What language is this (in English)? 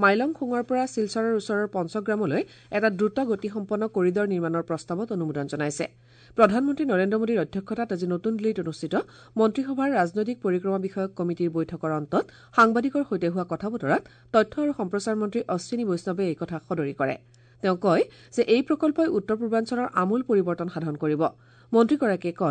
Assamese